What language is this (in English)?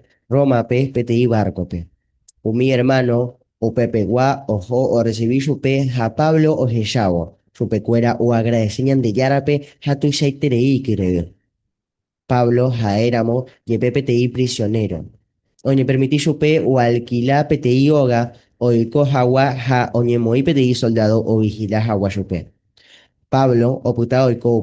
Guarani